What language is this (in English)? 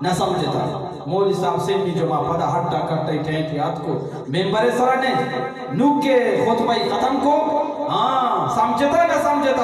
Eastern Balochi